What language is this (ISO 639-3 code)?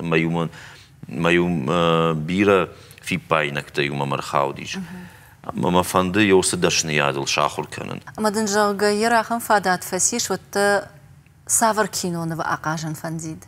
oss